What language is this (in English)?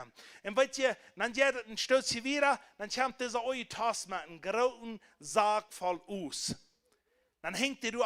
Plautdietsch